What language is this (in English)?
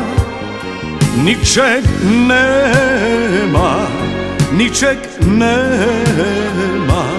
Serbian